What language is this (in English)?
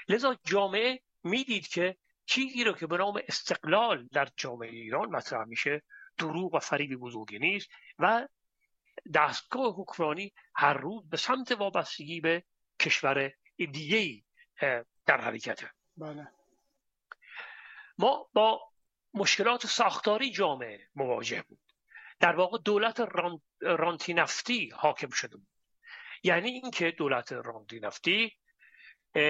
Persian